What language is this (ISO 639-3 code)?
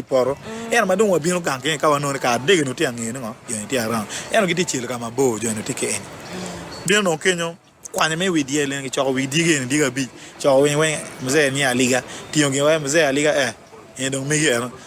ach